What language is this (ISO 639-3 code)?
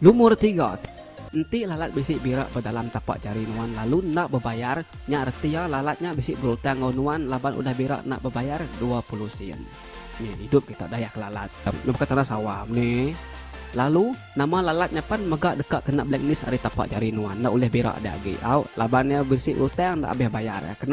iba